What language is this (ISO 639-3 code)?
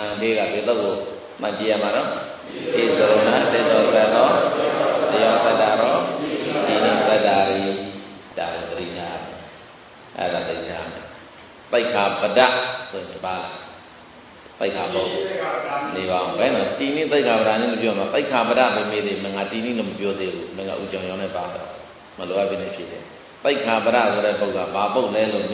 mya